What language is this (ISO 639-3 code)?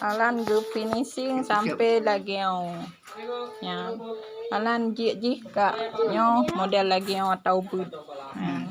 ace